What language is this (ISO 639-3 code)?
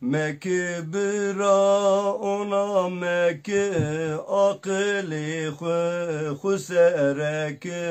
zza